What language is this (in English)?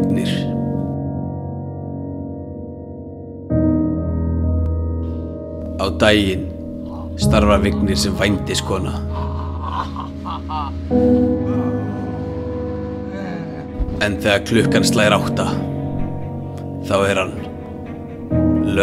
Icelandic